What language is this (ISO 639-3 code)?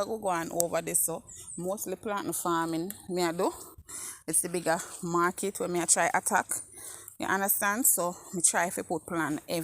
jam